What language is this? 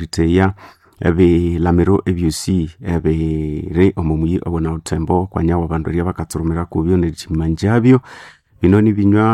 Nande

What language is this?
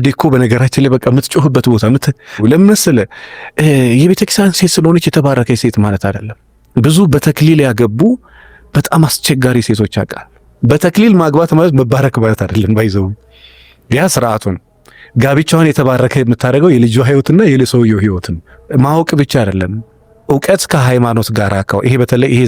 Amharic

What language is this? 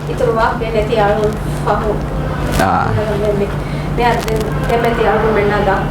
Divehi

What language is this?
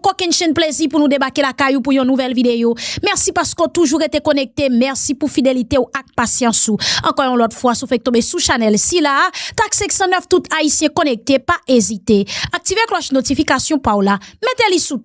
Haitian Creole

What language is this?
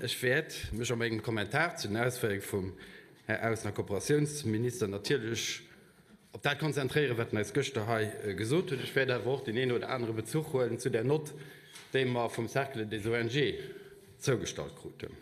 Luxembourgish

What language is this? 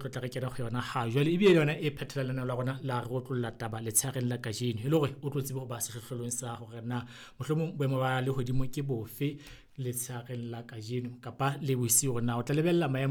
Southern Sotho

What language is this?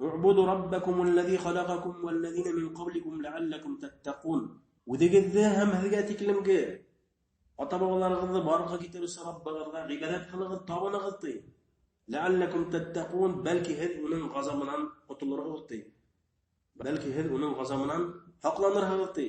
Bashkir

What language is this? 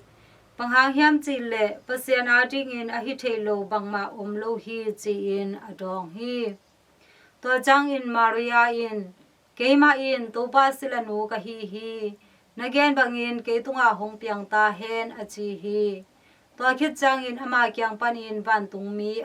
Tedim Chin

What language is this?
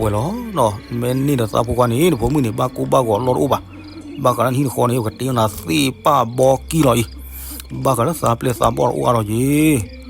S'gaw Karen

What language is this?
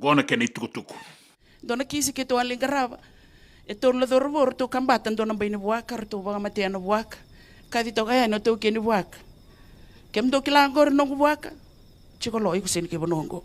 Fijian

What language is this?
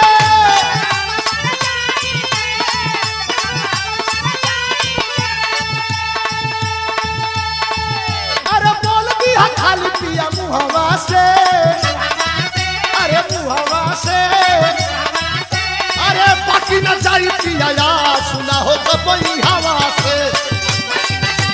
Bhojpuri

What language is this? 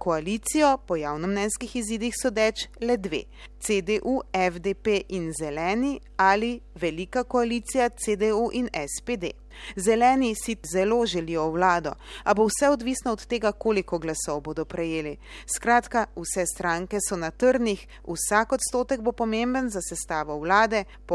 Slovenian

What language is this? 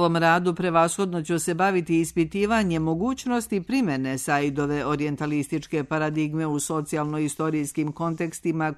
Serbian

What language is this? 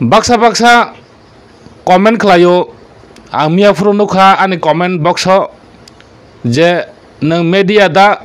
Kok Borok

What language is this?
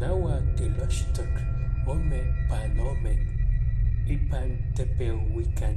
Nahuatl languages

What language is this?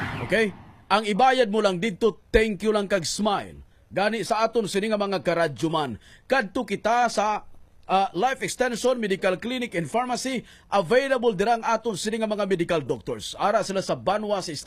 Hiligaynon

